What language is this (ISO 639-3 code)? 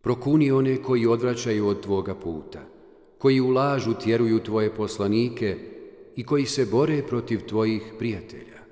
bos